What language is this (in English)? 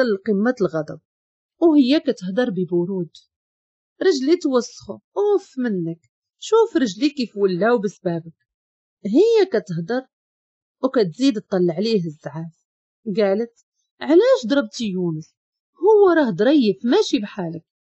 Moroccan Arabic